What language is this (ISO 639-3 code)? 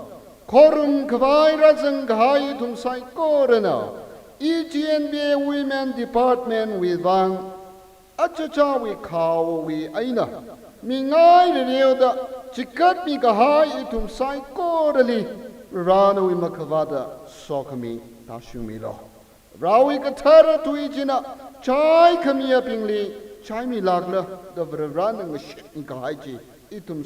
nmf